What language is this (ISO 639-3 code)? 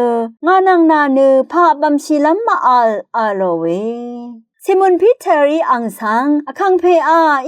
raw